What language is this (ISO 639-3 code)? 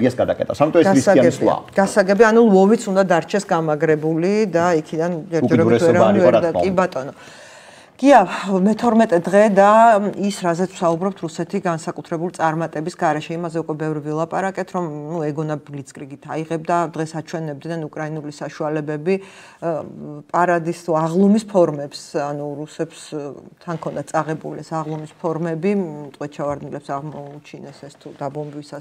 kat